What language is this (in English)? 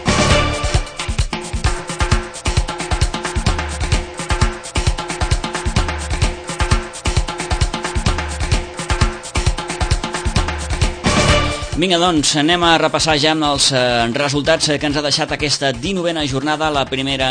Catalan